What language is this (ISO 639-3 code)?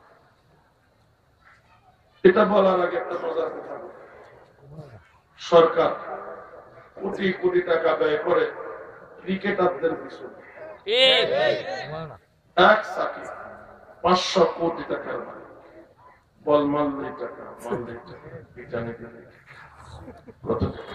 ben